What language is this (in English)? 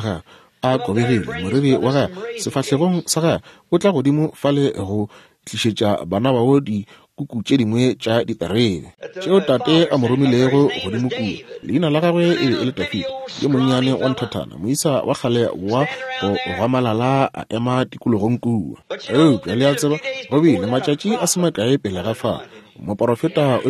Northern Sotho